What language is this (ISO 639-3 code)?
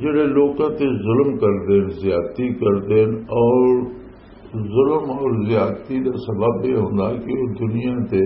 lah